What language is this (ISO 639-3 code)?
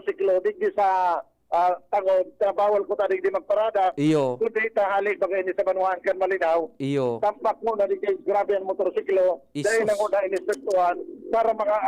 bik